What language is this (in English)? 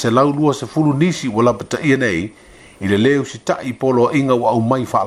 Samoan